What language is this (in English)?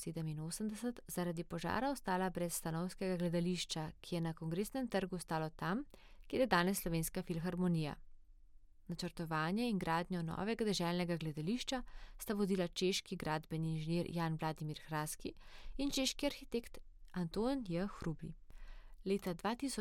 Slovenian